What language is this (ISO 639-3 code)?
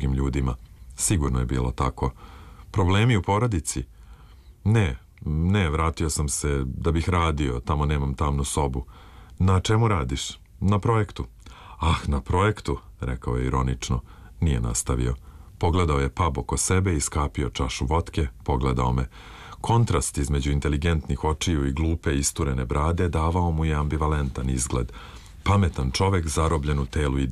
srp